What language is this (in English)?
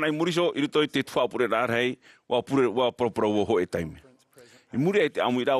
Tahitian